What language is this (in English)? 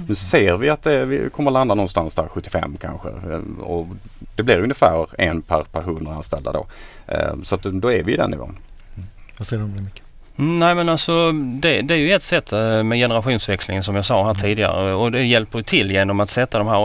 Swedish